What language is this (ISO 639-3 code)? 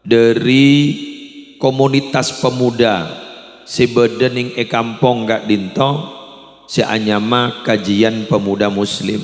mad